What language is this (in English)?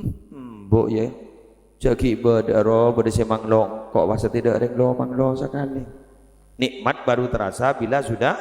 Madurese